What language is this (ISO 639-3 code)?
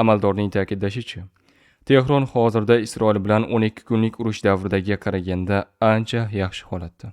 uzb